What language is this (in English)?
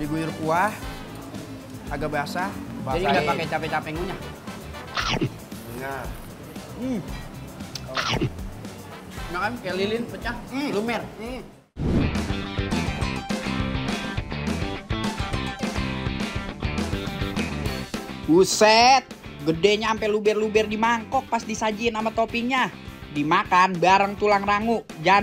Indonesian